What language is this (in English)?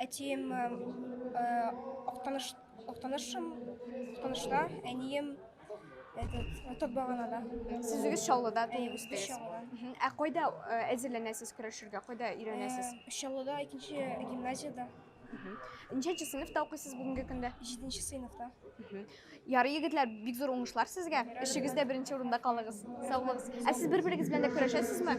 Tatar